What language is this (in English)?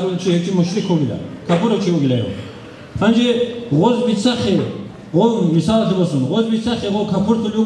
Avaric